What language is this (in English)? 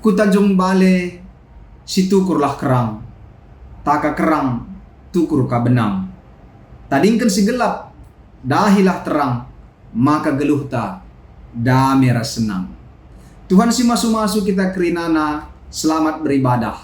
Batak Karo